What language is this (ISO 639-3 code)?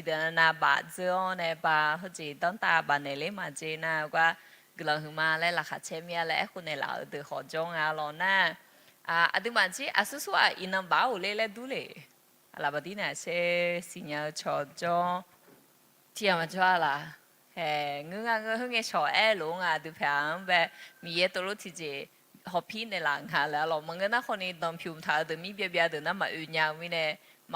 ahk